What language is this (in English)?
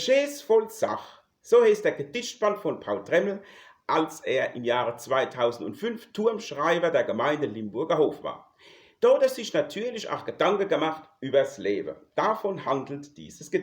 Palatine German